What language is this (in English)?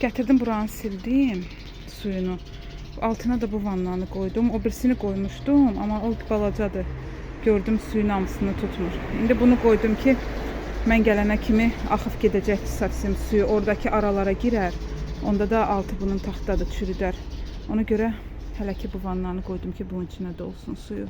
Azerbaijani